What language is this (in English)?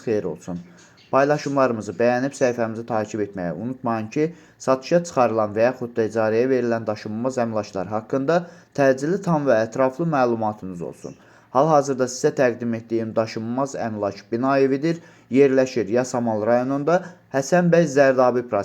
Azerbaijani